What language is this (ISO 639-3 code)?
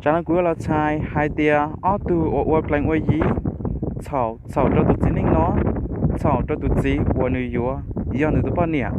hmn